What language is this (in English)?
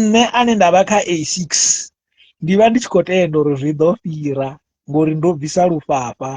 Venda